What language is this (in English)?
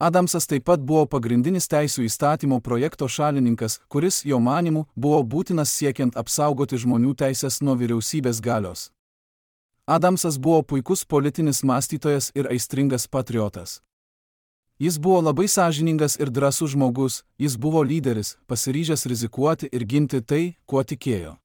Lithuanian